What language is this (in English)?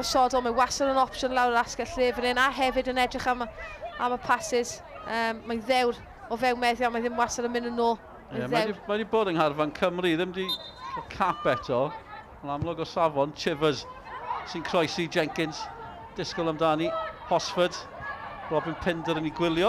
Welsh